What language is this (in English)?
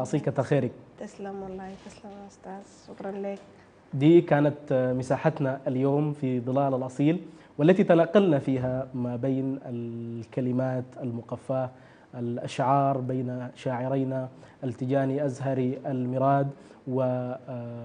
Sudanese Arabic